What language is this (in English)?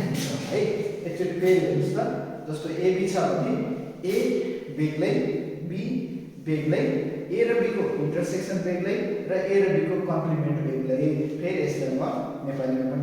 Nepali